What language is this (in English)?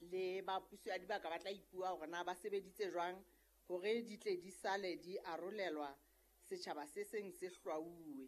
Southern Sotho